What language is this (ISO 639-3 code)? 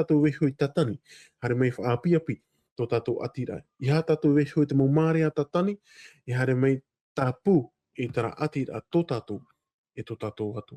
tah